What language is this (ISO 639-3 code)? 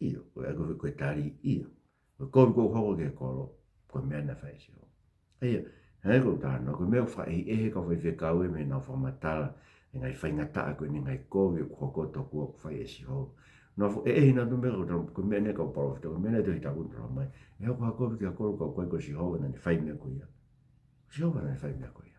ton